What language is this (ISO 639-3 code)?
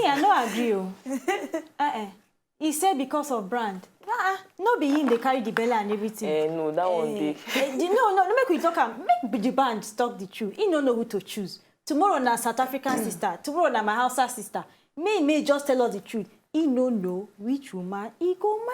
pcm